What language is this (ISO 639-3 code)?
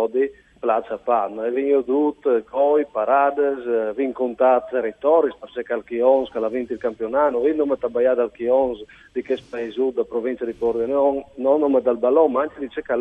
fur